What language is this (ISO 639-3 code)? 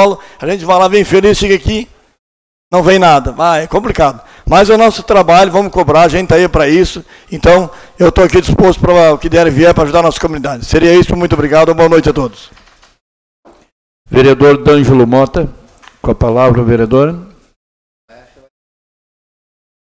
por